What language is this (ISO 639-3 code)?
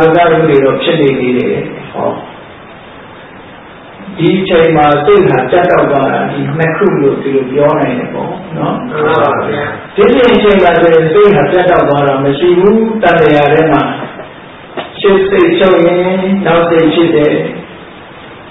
mya